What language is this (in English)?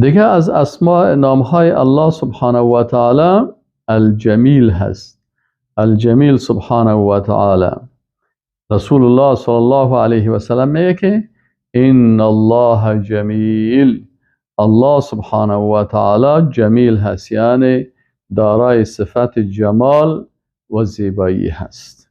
Persian